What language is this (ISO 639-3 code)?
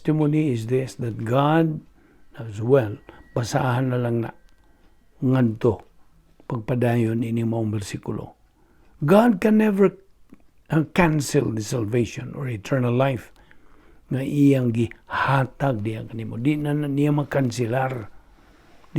ceb